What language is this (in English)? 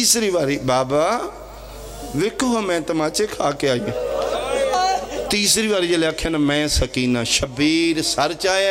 Pahari-Potwari